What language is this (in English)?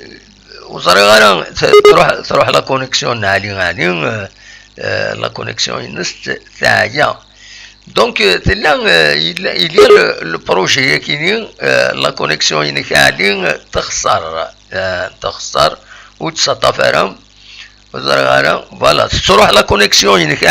Kabyle